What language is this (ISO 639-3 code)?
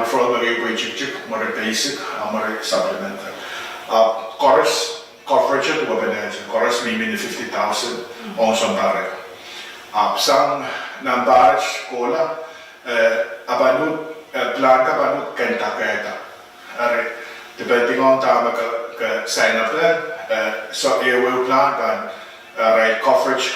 pon